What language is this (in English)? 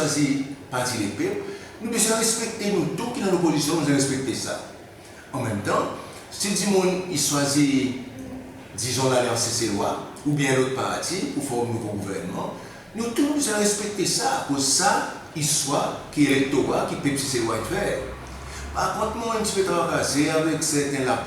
Seselwa Creole French